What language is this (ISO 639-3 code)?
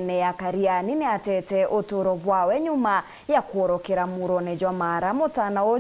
mer